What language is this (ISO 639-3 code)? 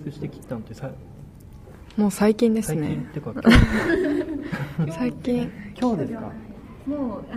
jpn